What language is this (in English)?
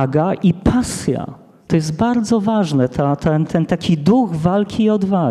Polish